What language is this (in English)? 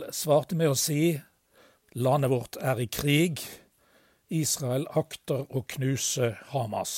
Norwegian